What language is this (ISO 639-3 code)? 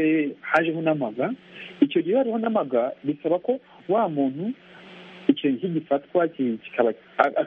kin